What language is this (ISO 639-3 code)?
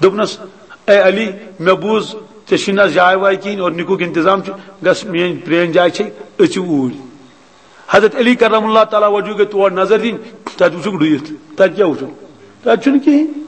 kas